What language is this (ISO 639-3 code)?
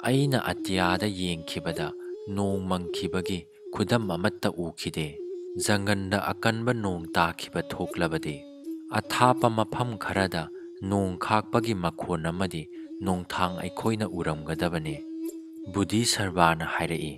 mni